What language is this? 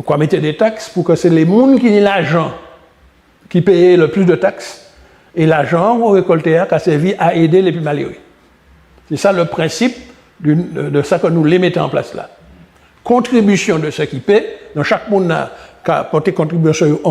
Guadeloupean Creole French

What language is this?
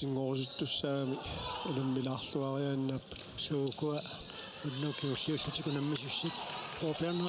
Kalaallisut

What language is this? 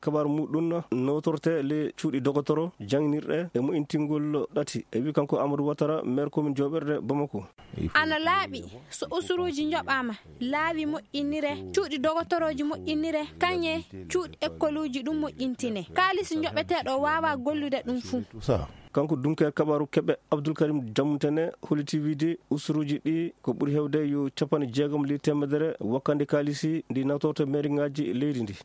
Fula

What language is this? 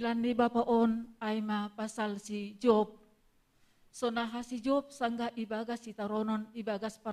Batak Simalungun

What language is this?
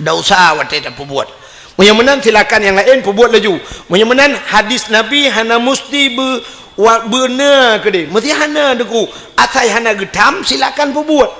Achinese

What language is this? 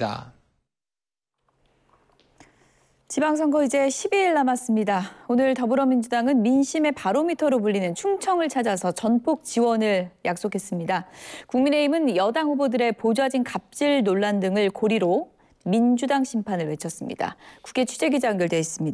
Korean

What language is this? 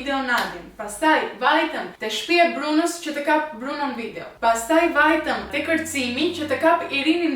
Albanian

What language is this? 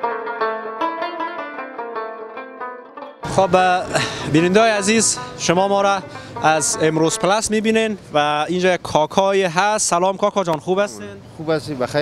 Persian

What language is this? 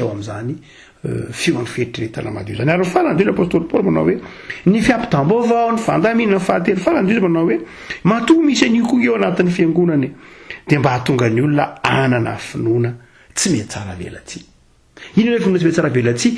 Malagasy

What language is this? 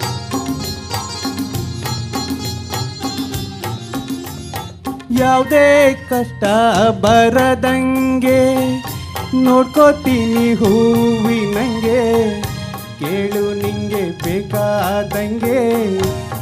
Kannada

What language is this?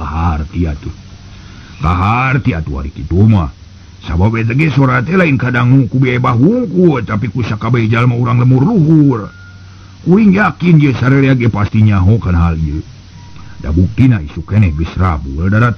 Sundanese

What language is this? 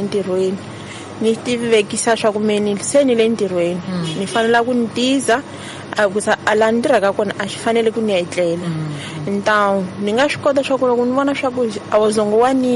Tsonga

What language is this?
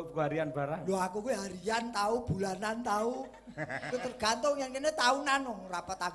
Javanese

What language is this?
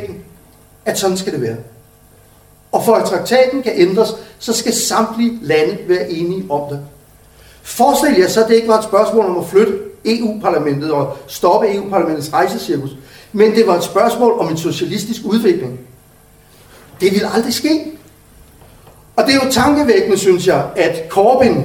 Danish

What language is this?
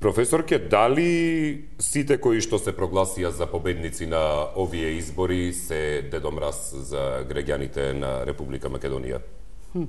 Macedonian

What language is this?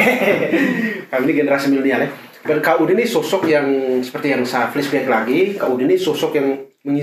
Indonesian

